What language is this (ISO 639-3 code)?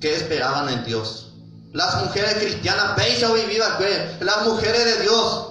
grn